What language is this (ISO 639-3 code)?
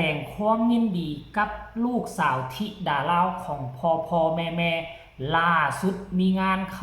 tts